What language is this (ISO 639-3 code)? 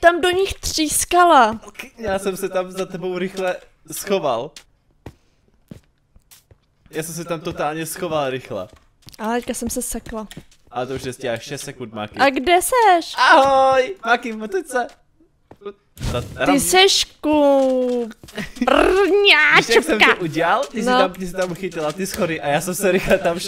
ces